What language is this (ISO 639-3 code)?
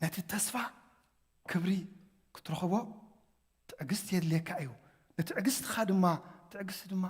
tir